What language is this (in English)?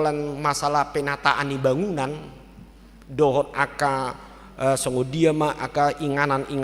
Batak Toba